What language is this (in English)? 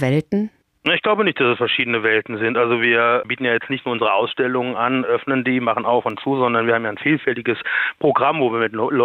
German